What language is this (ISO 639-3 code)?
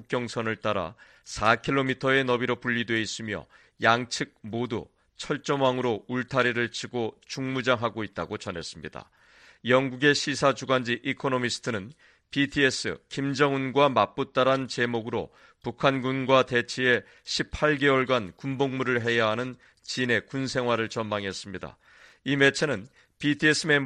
kor